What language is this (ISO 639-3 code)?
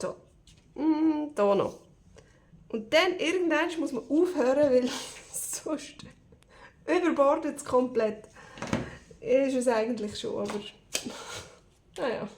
gsw